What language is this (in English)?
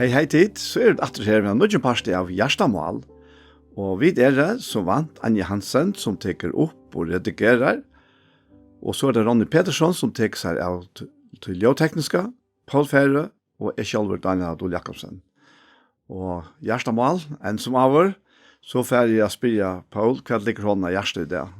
Faroese